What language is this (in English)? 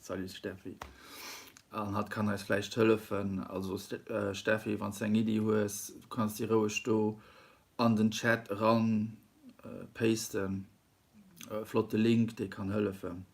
Luxembourgish